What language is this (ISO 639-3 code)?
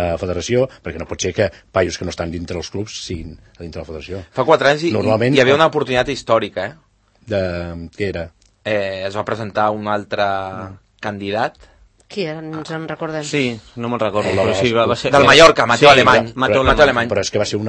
cat